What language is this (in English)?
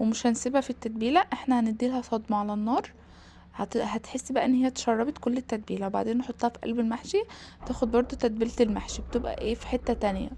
Egyptian Arabic